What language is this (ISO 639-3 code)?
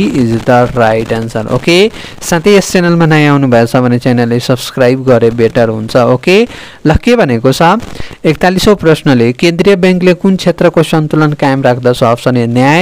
nep